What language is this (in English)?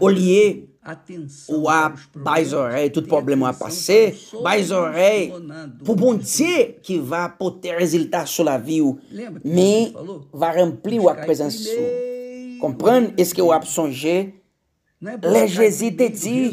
Haitian Creole